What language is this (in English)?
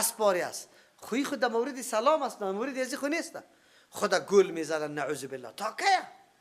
Persian